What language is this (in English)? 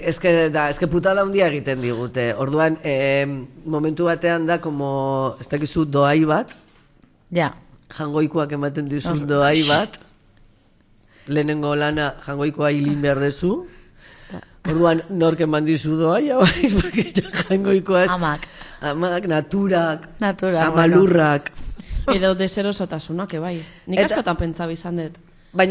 Basque